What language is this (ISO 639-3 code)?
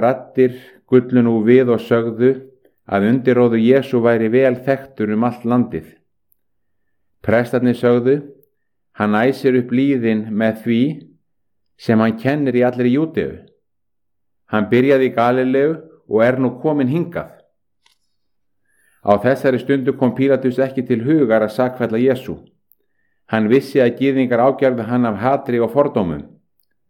isl